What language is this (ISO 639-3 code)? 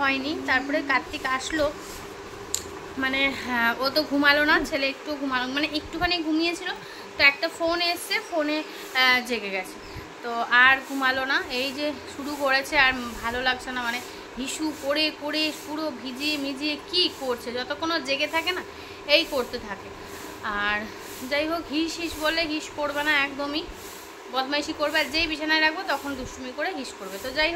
ben